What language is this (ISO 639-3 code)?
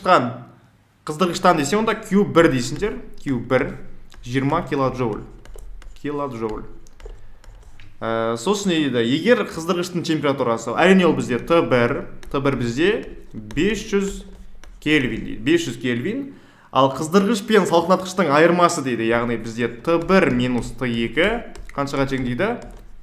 kaz